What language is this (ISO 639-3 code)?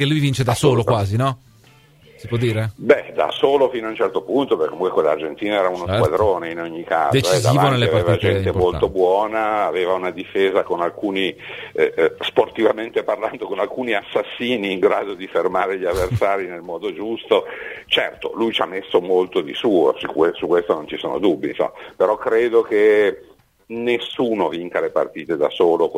ita